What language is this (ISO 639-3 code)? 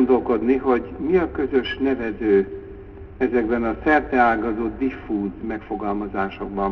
hun